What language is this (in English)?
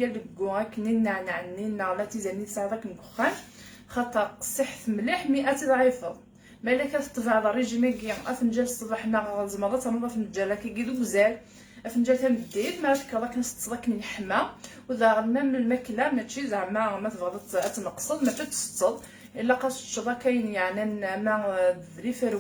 Kabyle